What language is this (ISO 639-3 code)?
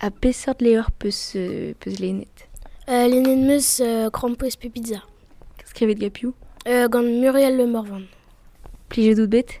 bre